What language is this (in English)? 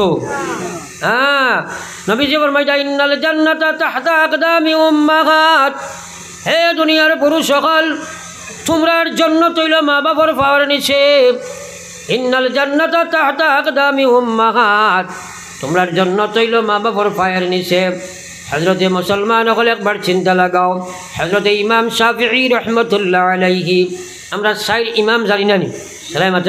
Sylheti